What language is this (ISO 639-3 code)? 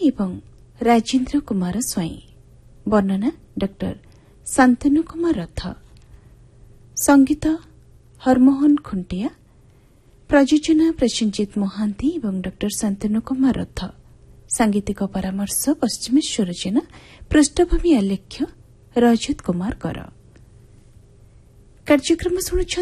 ori